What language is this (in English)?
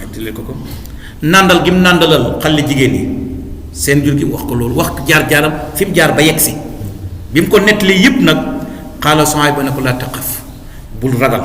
Wolof